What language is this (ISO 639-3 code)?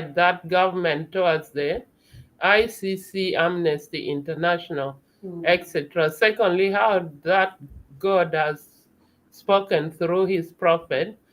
ach